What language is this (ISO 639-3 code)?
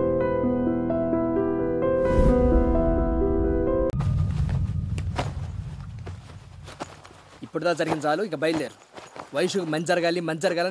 tel